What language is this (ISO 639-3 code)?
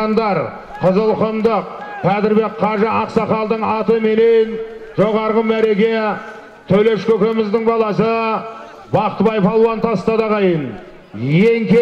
kaz